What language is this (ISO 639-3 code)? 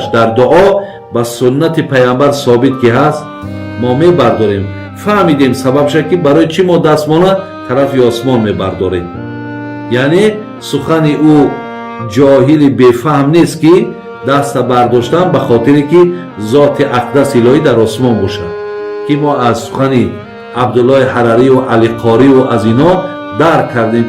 tgk